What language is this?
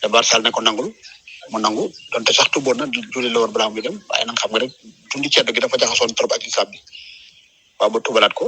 Wolof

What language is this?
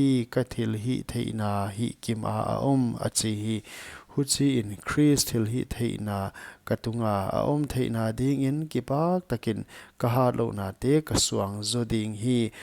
Paite Chin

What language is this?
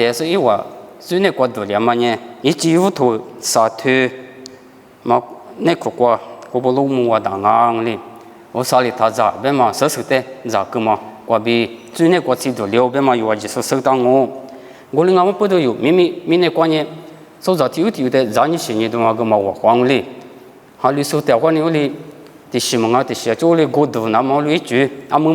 Lisu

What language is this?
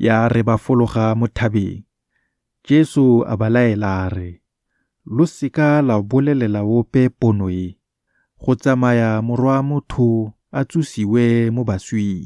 Tswana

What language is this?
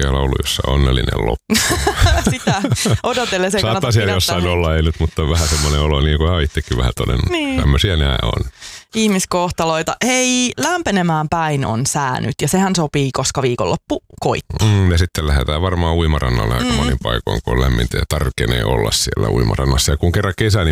Finnish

